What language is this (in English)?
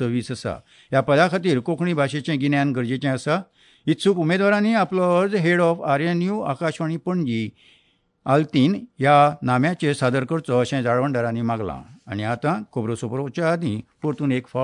Konkani